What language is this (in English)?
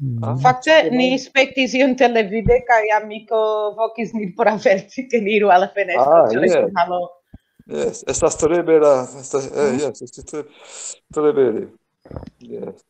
Esperanto